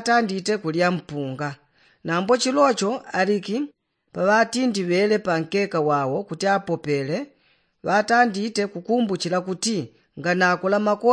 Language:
Yao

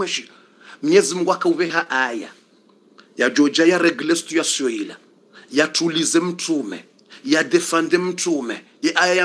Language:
Swahili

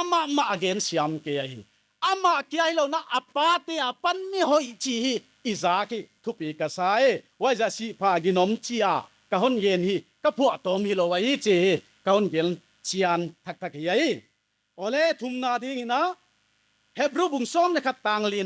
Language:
Paite Chin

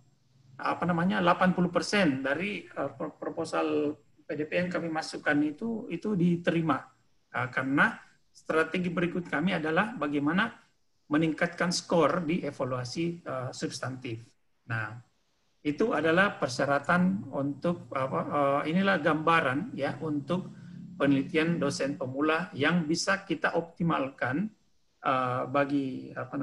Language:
Indonesian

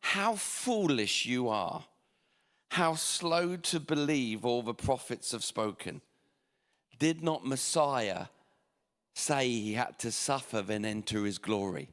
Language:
English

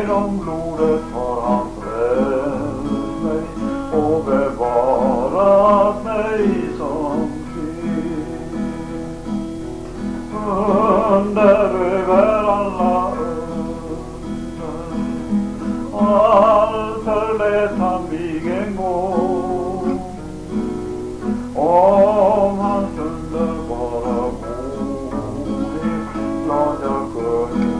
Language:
Swedish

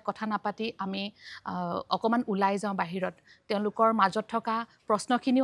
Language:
Assamese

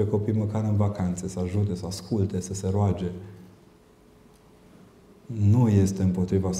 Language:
Romanian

